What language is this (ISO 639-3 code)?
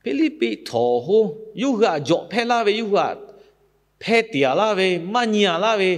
lhu